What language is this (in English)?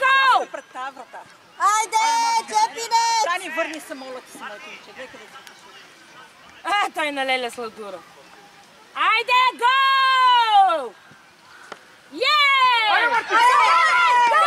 Bulgarian